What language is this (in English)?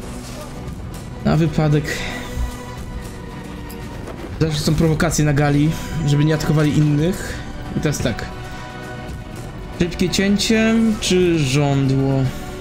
Polish